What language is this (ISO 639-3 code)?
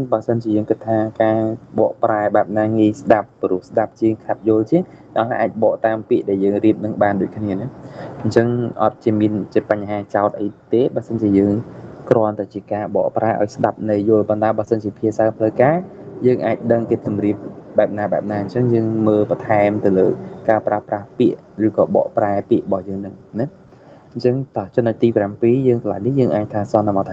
khm